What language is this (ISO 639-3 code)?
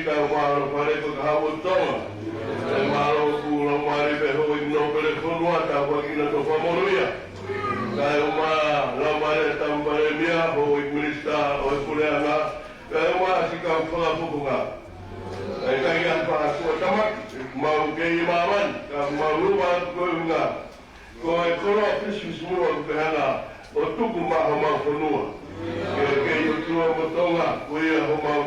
ton